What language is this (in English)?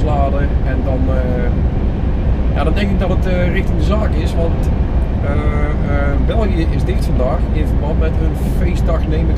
Dutch